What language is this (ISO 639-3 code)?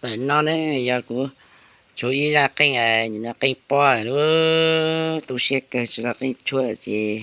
hmn